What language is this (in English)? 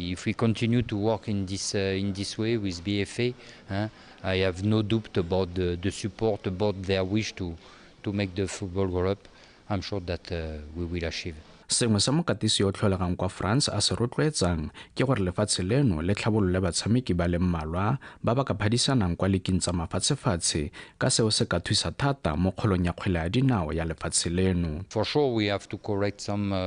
Tswana